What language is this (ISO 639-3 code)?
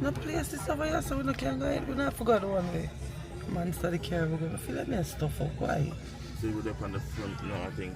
jam